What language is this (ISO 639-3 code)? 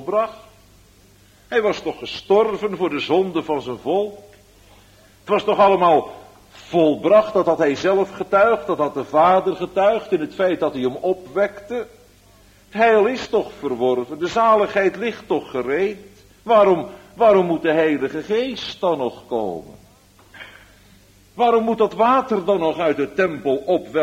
nld